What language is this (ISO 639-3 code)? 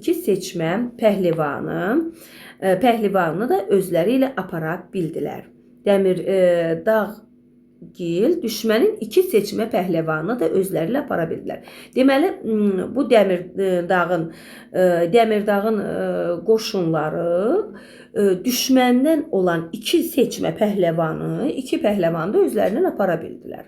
aze